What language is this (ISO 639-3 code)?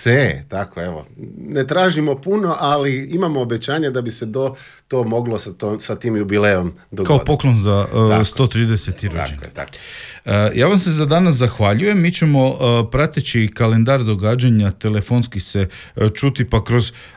hrv